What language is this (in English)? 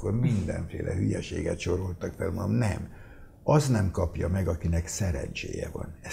Hungarian